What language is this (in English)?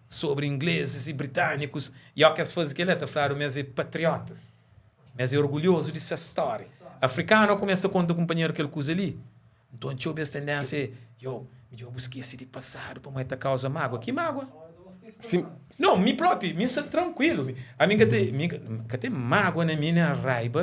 Kabuverdianu